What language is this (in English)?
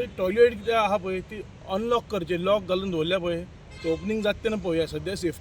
Konkani